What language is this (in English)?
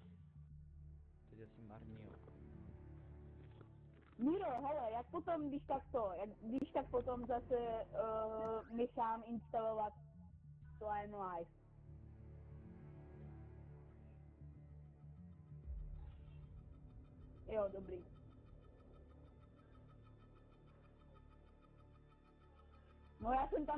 Czech